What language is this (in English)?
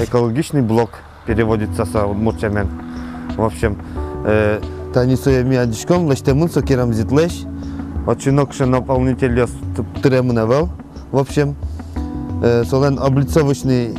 Udmurt